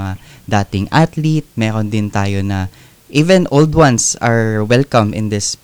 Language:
Filipino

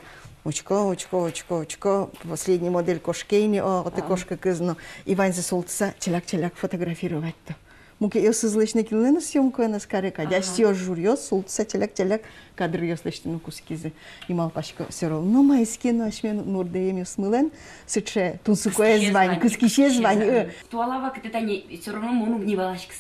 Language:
Udmurt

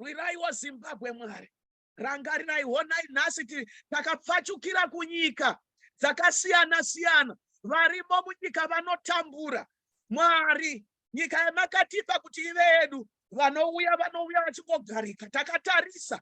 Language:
Shona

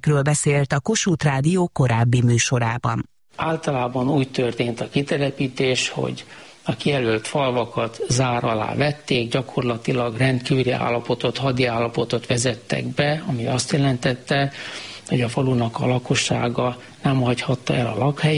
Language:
Hungarian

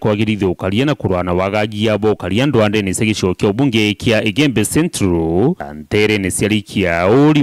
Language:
Meru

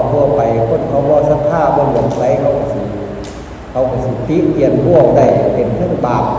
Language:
Northeastern Thai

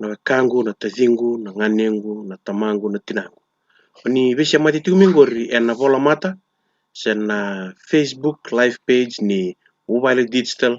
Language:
Fijian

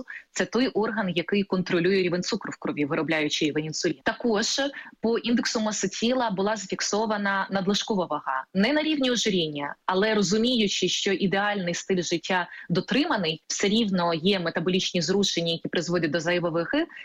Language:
Ukrainian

